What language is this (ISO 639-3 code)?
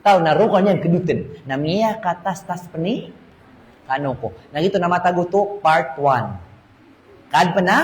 mrw